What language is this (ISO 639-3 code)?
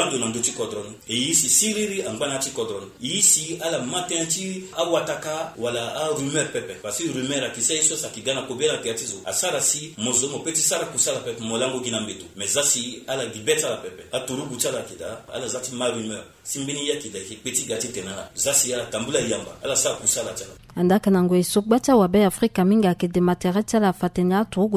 sag